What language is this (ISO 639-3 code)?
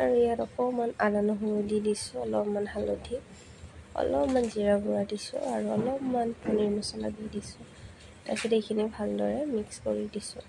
asm